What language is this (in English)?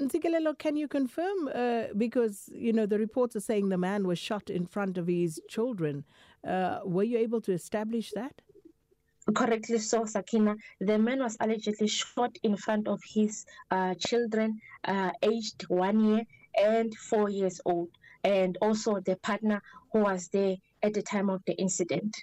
English